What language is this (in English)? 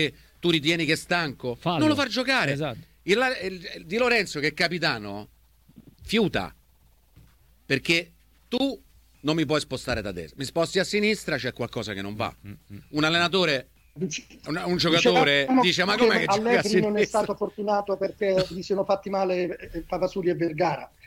Italian